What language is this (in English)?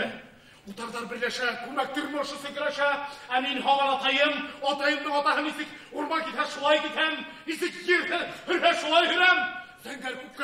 Bashkir